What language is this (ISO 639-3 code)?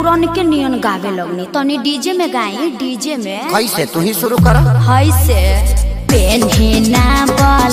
bho